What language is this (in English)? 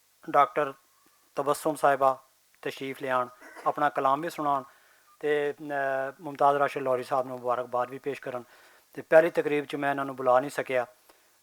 Western Panjabi